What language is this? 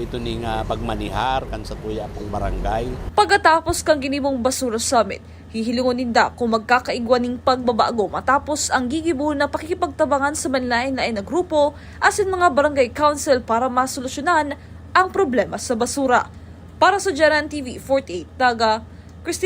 Bikol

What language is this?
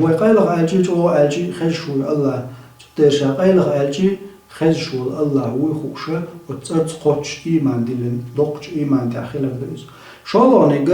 Chechen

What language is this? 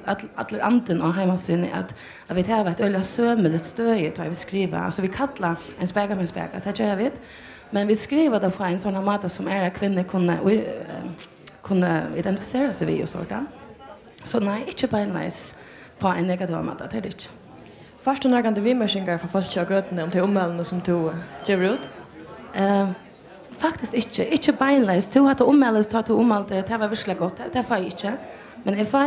Faroese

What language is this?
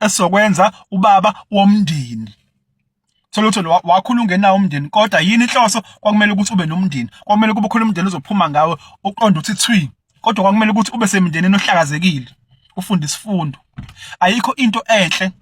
Zulu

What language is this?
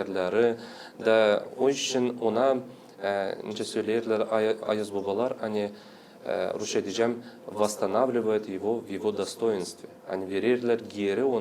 Gagauz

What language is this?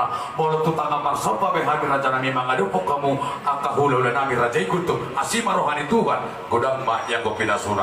Batak Toba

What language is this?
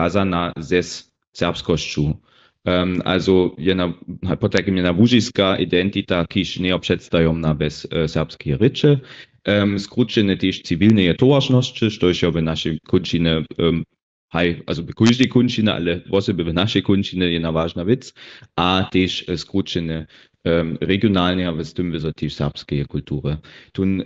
Upper Sorbian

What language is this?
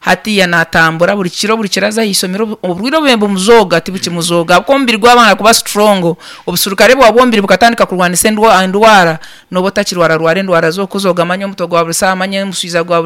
Nyankole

